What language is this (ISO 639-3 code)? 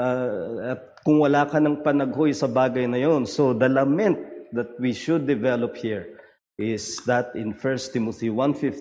fil